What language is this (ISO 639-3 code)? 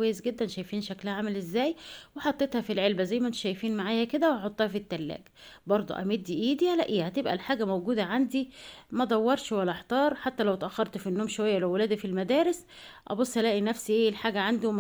arz